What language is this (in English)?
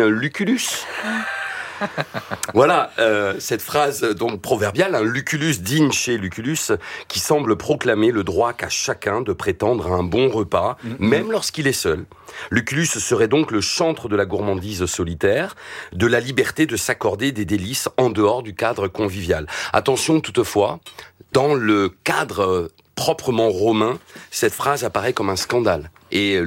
French